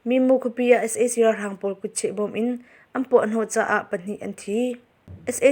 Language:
Hakha Chin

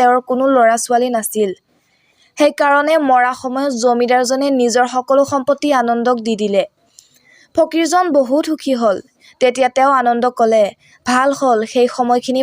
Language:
Assamese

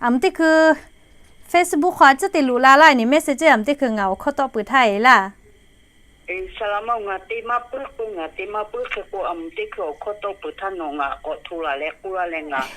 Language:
Lahu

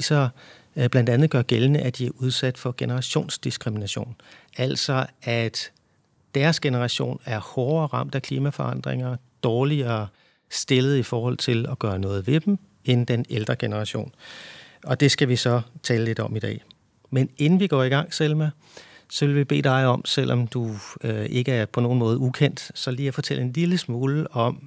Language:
Danish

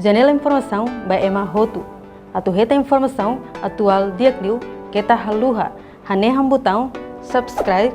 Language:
Tetum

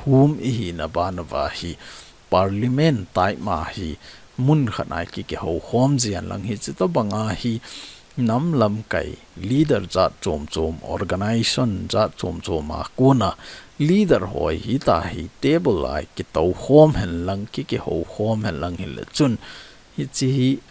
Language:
Thado Chin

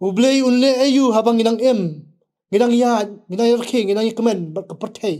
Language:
Khasi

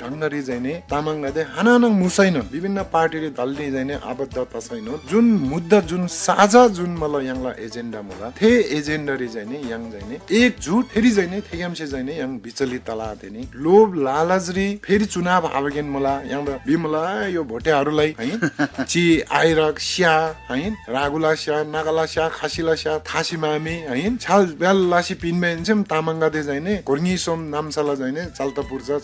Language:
Eastern Tamang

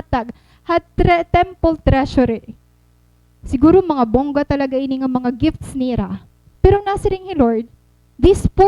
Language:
Waray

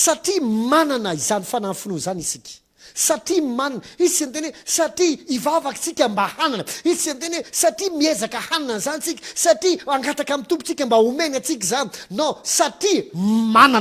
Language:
Malagasy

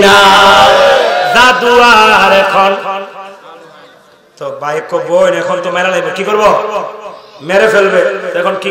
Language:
Bangla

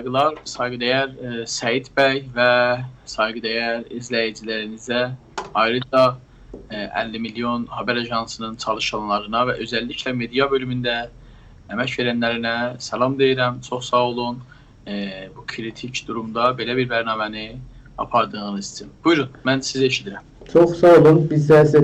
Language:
South Azerbaijani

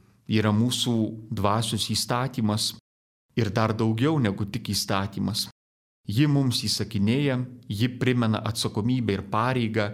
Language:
Lithuanian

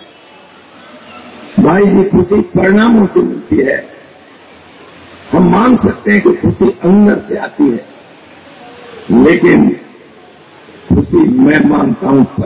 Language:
Hindi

